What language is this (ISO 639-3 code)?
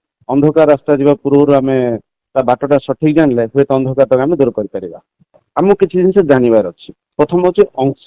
ori